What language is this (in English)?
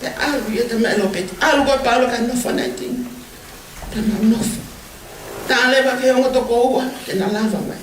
Tongan